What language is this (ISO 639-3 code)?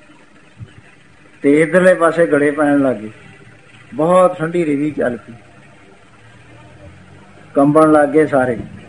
pan